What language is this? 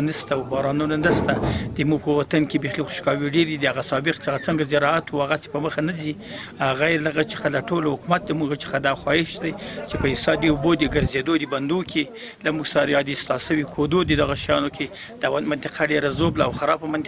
Pashto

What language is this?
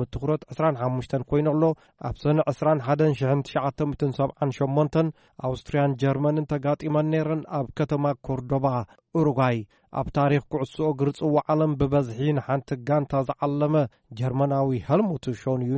Tigrinya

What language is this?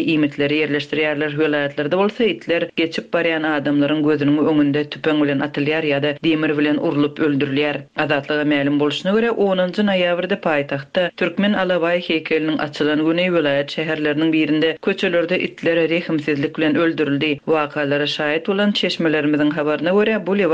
Turkmen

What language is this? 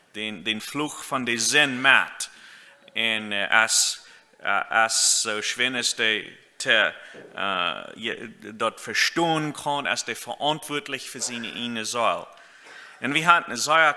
Plautdietsch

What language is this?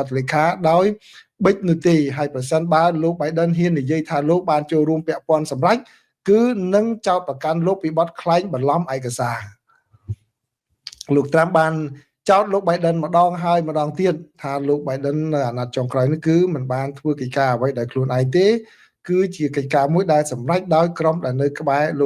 Khmer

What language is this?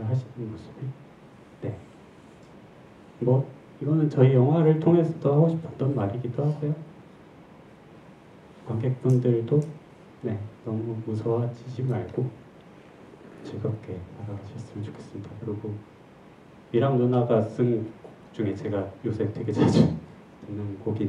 Korean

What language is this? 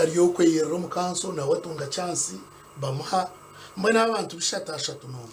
Nyankole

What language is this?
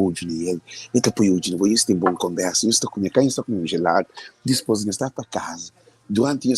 Kabuverdianu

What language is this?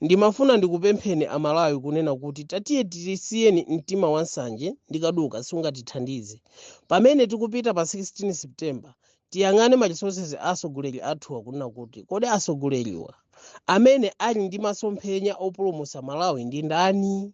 Nyanja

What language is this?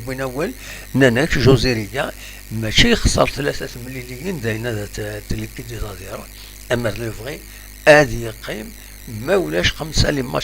Kabyle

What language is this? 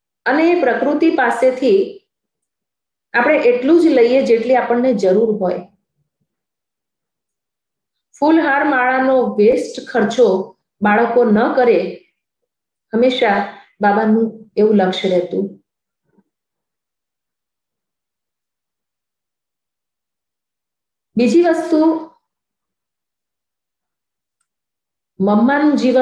Gujarati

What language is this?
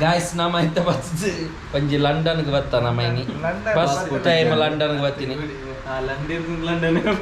Tulu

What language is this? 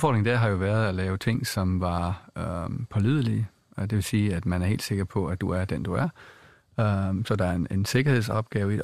Danish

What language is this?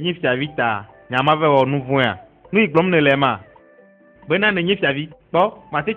Ewe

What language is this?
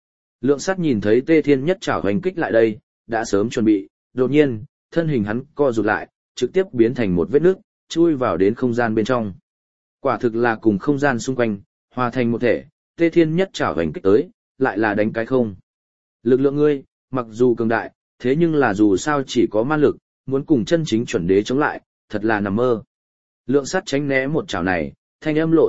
Vietnamese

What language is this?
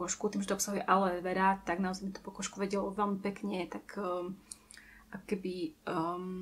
Slovak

